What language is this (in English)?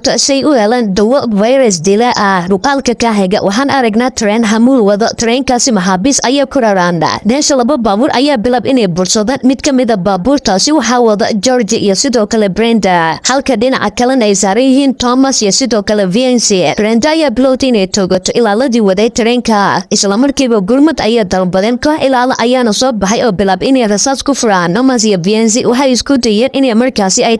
Somali